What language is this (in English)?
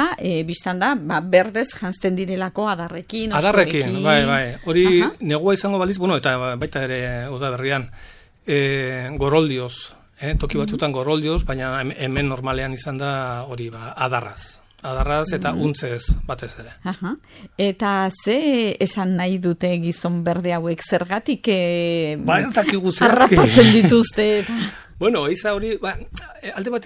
Basque